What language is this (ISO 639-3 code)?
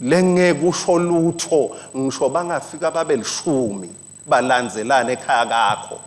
ssw